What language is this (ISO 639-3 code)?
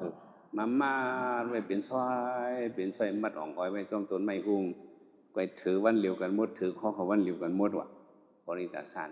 shn